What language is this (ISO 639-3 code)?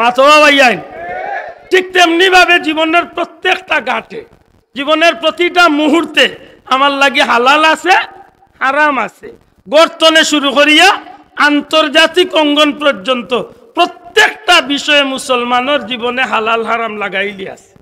syl